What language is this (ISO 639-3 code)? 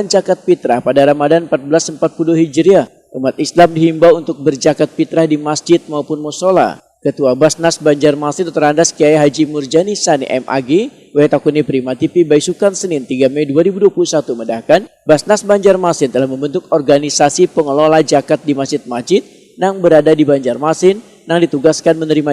bjn